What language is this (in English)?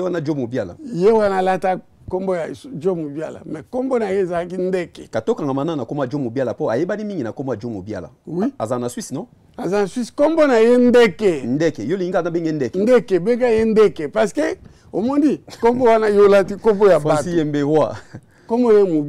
Lingala